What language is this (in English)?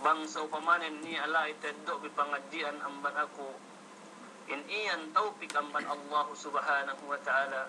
Yakan